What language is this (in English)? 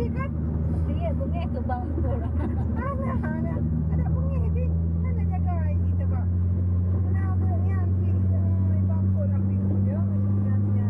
Achinese